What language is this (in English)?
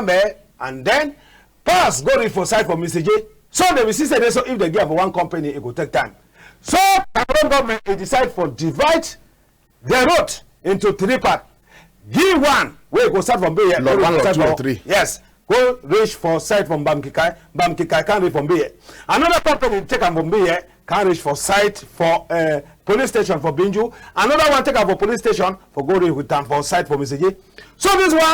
Cameroon Pidgin